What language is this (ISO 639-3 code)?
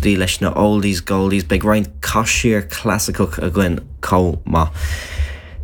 gle